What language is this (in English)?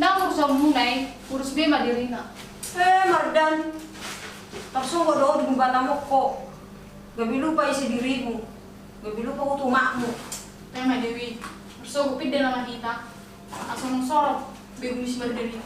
Batak Toba